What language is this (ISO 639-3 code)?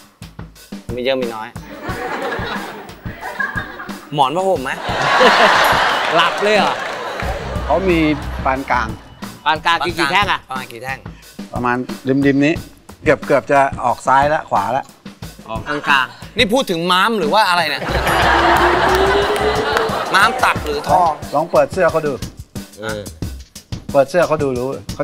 tha